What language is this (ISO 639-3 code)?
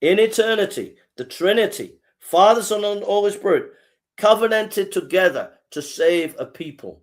eng